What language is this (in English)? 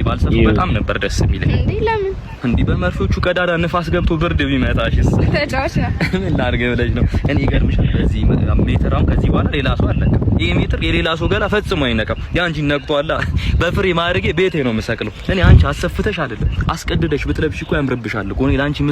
Amharic